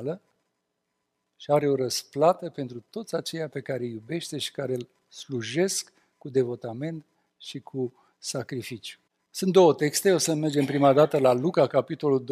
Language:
Romanian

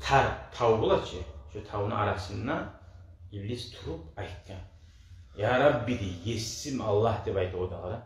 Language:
Kumyk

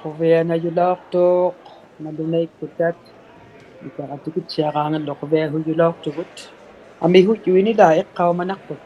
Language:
Inuktitut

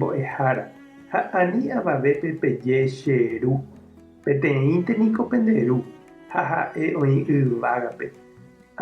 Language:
Guarani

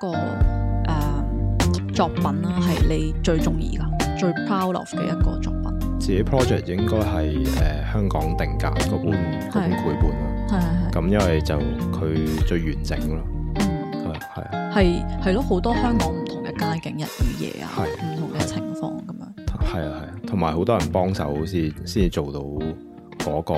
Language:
Cantonese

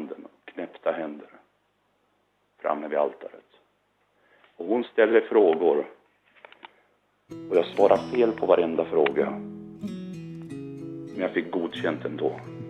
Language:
Swedish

